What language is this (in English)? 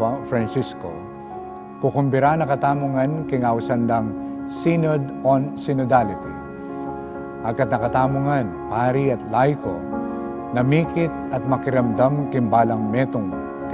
Pampanga